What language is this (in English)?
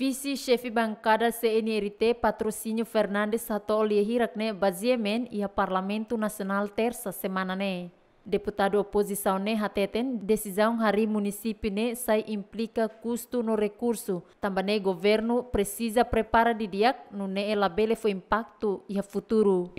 Tetum